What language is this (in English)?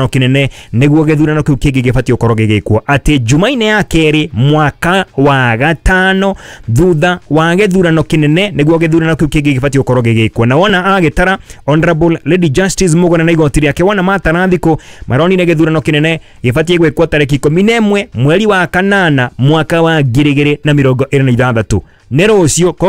Kikuyu